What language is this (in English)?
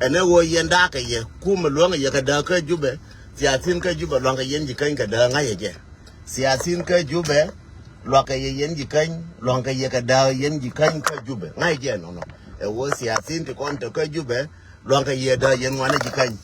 Nuer